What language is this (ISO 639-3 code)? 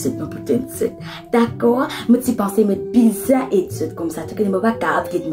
mfe